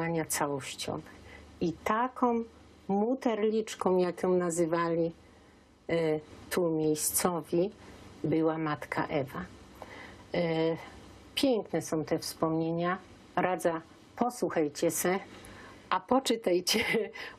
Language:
Silesian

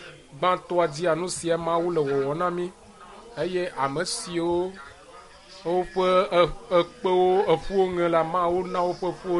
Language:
Ewe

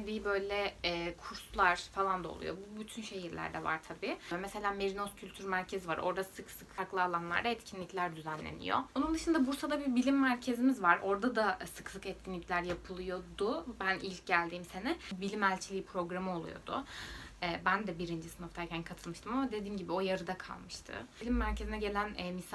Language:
Turkish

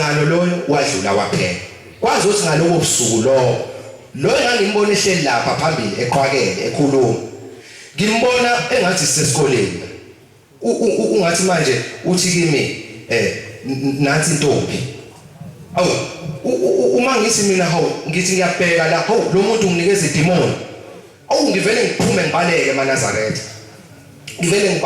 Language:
Zulu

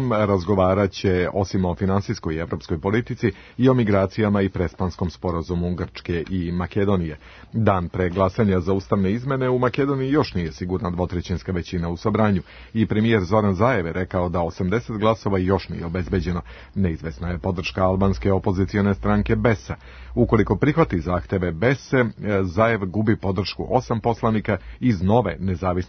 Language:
Serbian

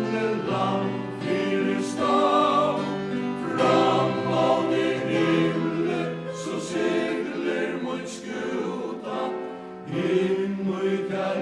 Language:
Faroese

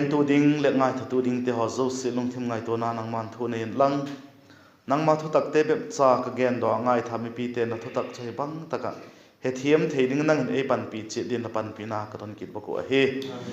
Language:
Vaiphei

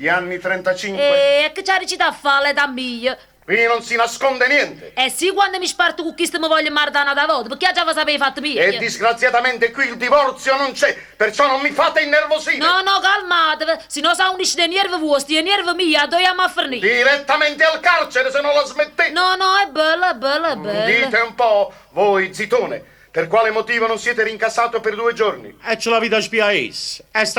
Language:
Neapolitan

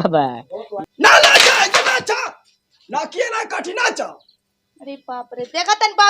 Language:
Bhojpuri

